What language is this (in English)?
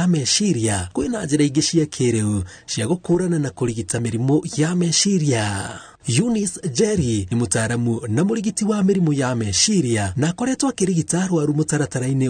Kikuyu